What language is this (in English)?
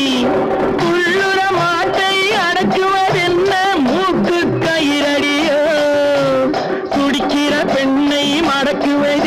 Tamil